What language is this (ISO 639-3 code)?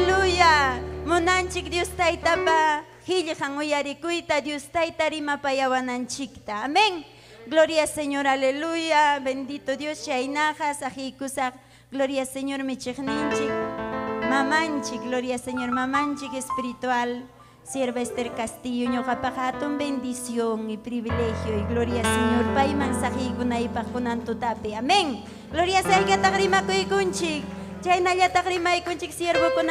quy